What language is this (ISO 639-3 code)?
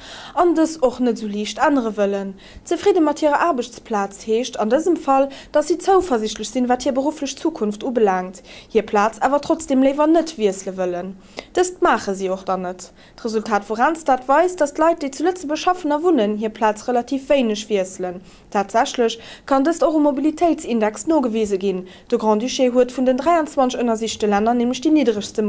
ltz